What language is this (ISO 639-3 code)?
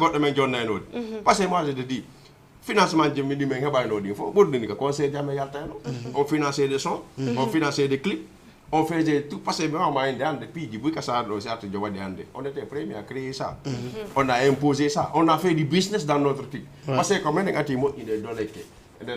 ful